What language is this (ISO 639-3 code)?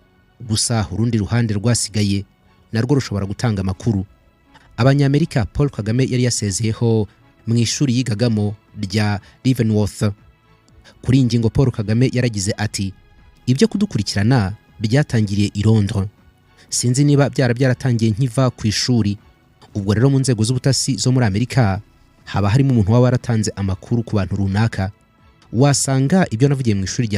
kin